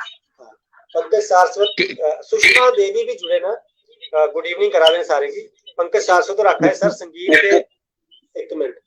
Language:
Dogri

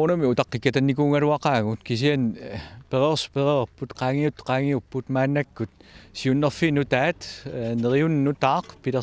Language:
Kalaallisut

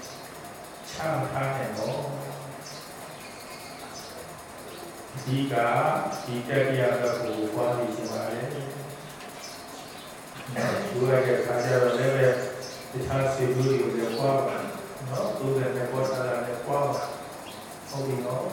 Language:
Burmese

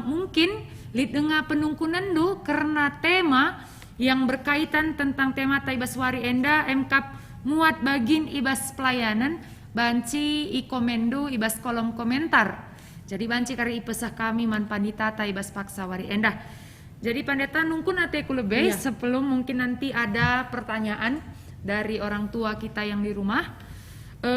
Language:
Batak Karo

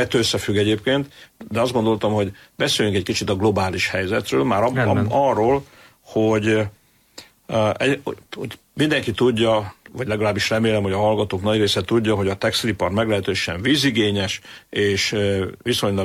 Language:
Hungarian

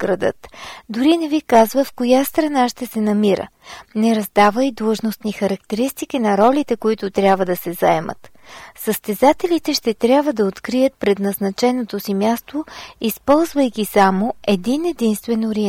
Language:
Bulgarian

